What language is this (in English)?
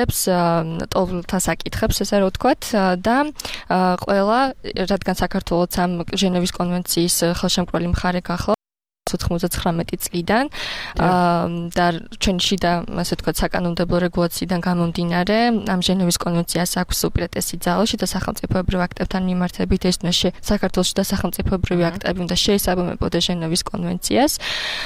Georgian